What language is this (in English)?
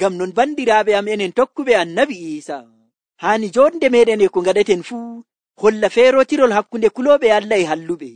Nigerian Fulfulde